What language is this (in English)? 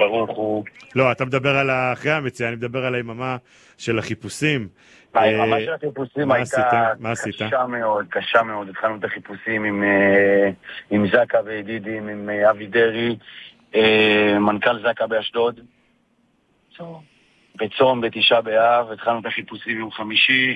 Hebrew